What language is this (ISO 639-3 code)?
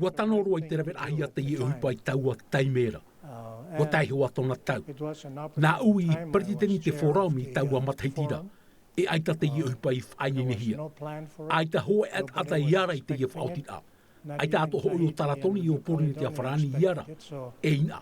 tah